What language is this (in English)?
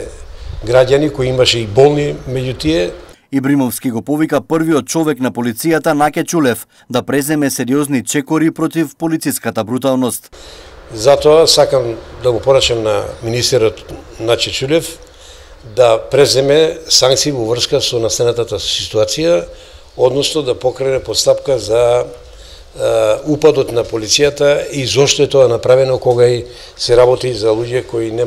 Macedonian